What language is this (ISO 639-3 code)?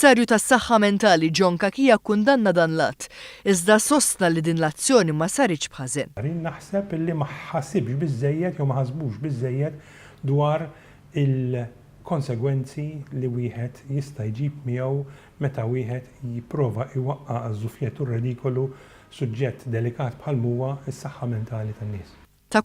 mlt